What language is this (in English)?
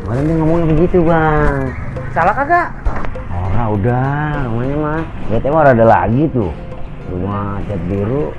Betawi